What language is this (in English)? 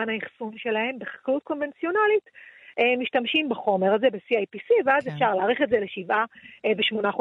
Hebrew